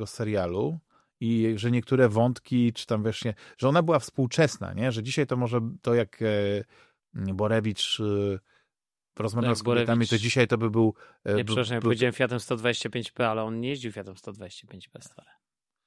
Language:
Polish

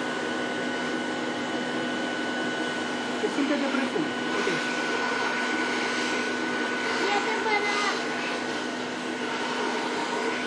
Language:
Romanian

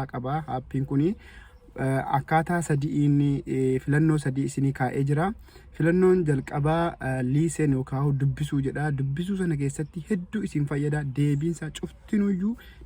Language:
Oromo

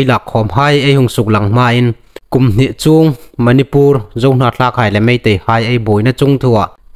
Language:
Hmar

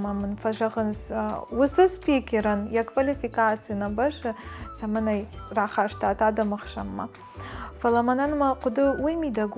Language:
Ossetic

